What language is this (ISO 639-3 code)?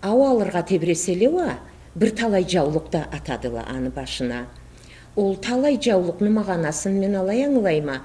krc